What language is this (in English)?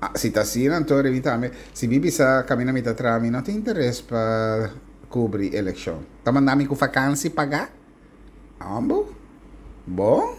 Papiamento